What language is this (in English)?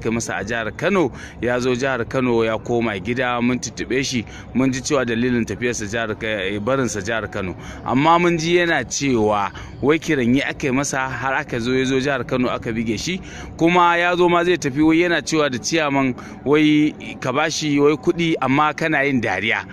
Hausa